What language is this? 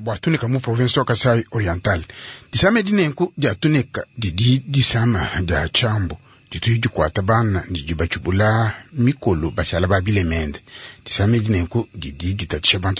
Luba-Lulua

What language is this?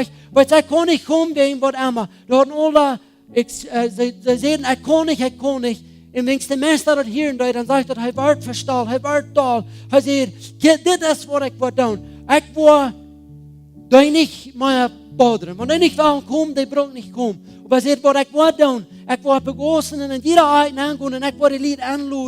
Plautdietsch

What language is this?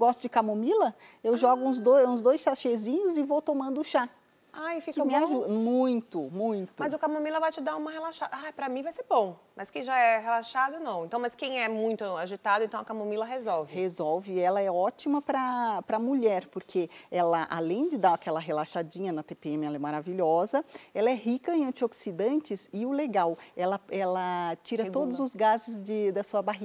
Portuguese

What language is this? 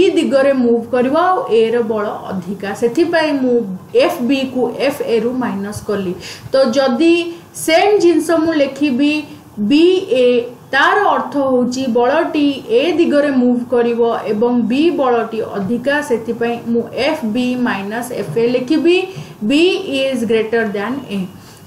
Odia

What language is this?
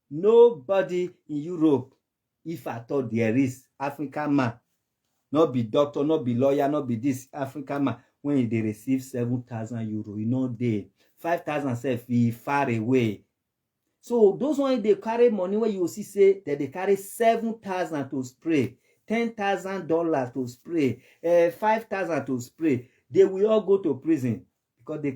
Nigerian Pidgin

